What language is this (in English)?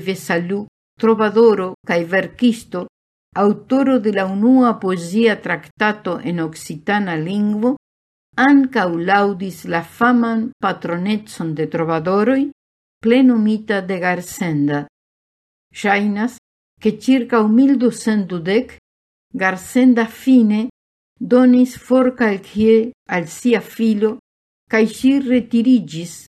Esperanto